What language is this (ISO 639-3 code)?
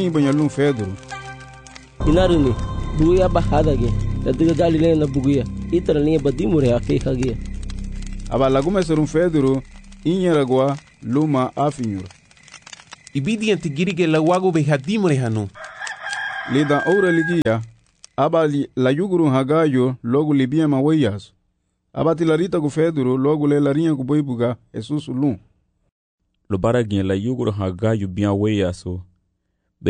cab